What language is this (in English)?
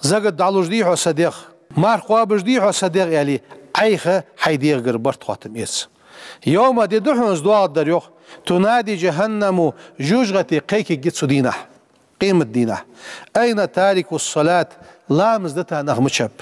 Ingush